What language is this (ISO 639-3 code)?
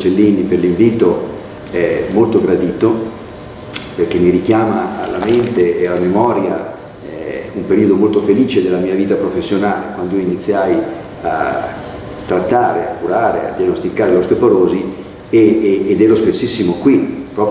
ita